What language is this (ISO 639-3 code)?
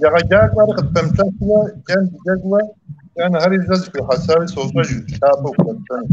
kbd